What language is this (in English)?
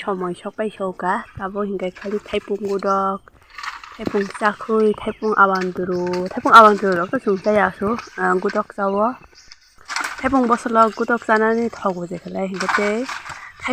Kok Borok